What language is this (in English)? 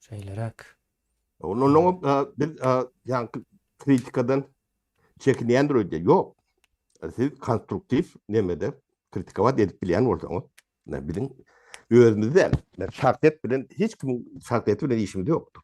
Turkmen